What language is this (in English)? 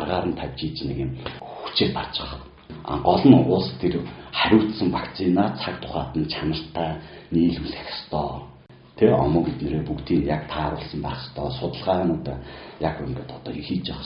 Mongolian